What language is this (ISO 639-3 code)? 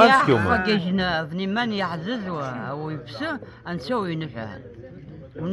abk